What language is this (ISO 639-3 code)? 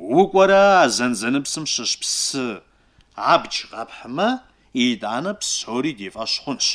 kbd